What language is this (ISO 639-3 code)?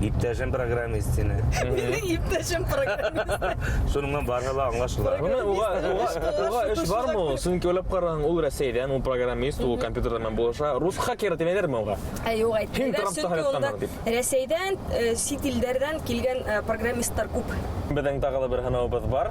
bak